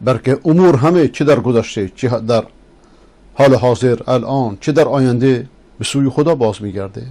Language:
Persian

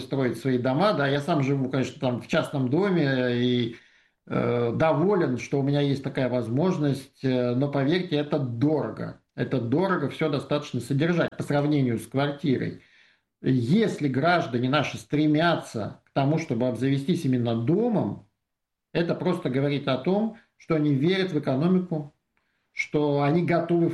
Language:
Russian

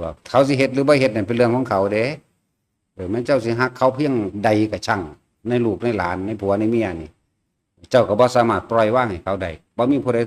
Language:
Northeastern Thai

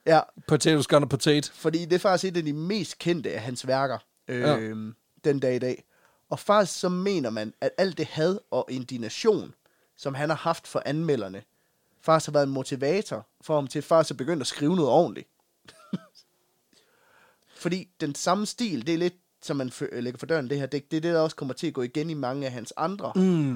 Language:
Danish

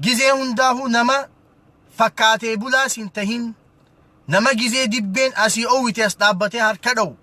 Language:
Oromo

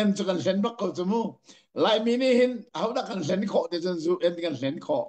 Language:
Hakha Chin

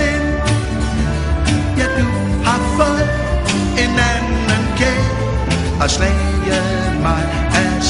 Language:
Danish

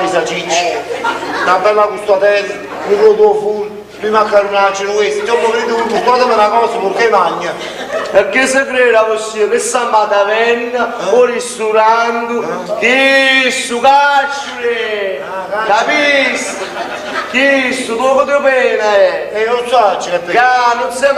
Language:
Neapolitan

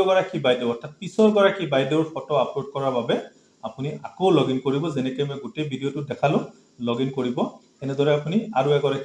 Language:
Assamese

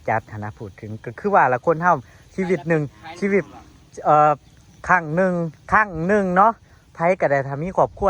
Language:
Northeastern Thai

